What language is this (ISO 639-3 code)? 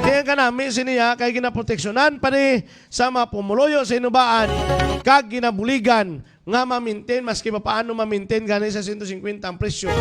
hil